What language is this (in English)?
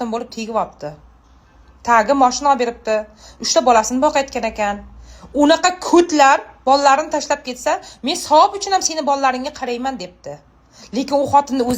Uzbek